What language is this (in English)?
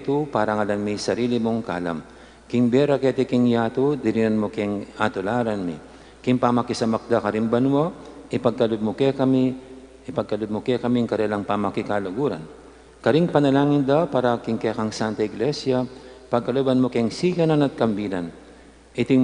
Pampanga